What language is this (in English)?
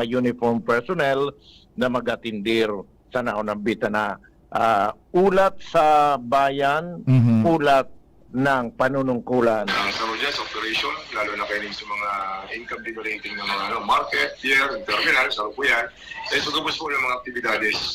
Bikol